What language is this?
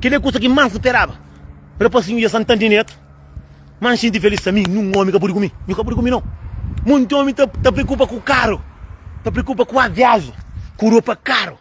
Kabuverdianu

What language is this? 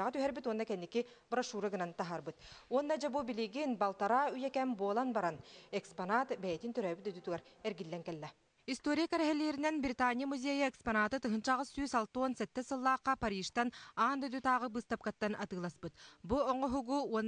Yakut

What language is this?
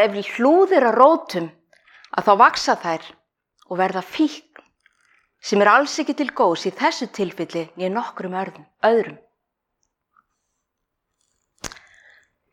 Icelandic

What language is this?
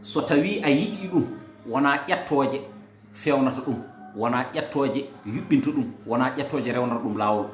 Fula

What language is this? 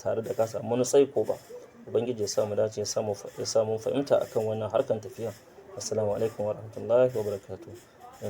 Hausa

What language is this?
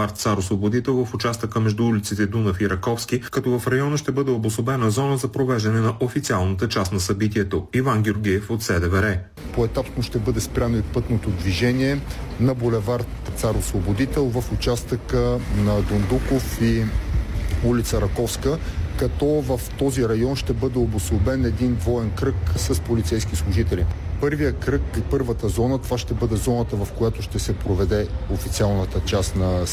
Bulgarian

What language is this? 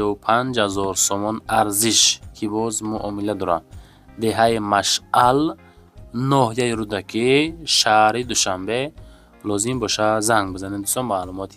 Tajik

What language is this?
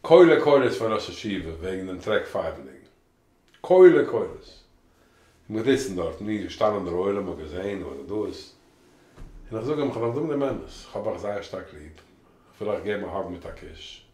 Yiddish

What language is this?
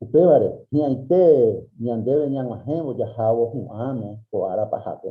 Guarani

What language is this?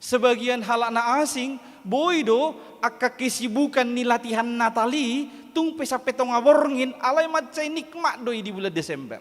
Batak Toba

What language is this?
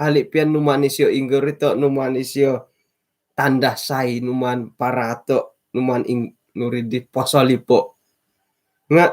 Central Dusun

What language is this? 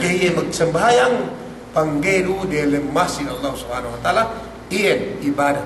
Yakan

